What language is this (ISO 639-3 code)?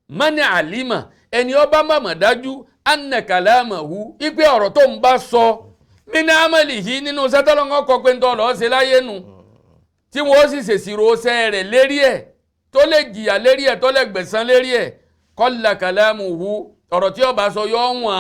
yor